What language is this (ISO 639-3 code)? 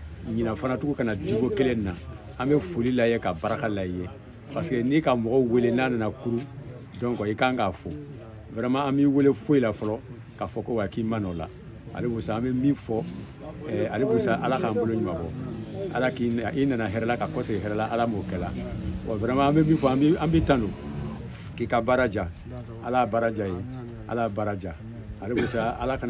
bam